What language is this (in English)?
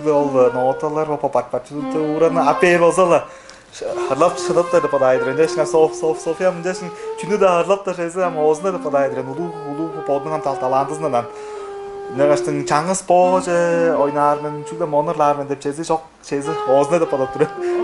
Tuvinian